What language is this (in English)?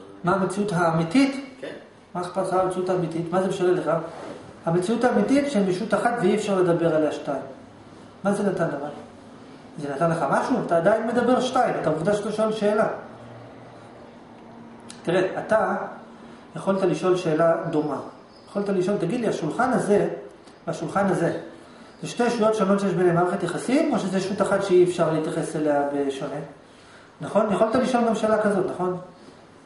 Hebrew